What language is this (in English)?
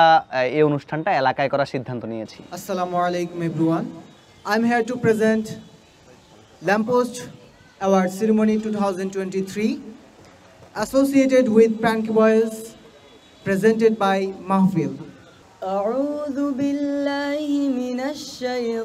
Bangla